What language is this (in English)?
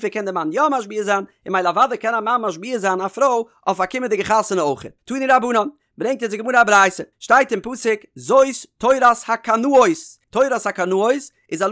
Yiddish